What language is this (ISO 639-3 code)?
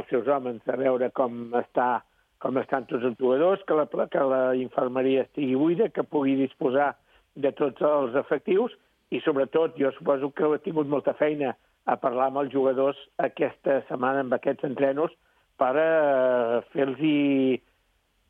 cat